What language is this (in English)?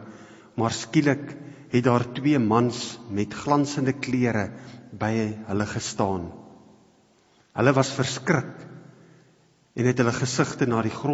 Afrikaans